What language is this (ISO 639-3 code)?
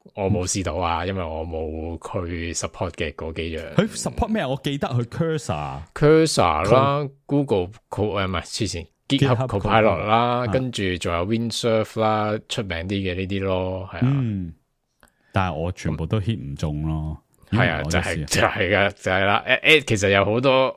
yue